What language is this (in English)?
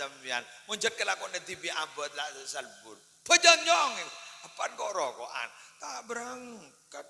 Madurese